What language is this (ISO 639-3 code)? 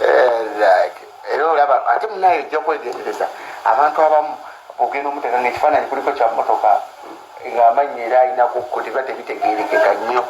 lug